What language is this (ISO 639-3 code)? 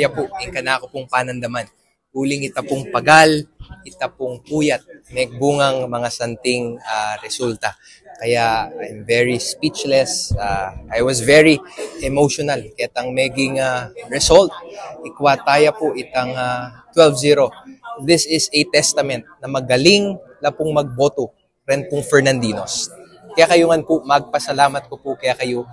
pam